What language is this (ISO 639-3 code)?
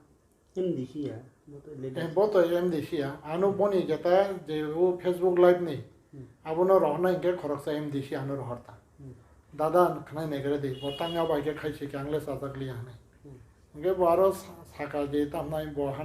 trp